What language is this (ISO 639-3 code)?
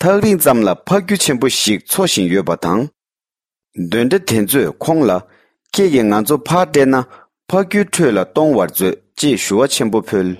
bod